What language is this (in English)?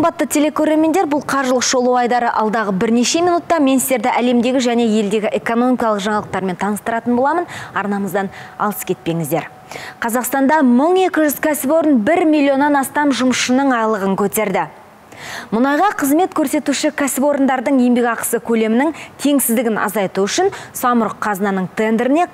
Kazakh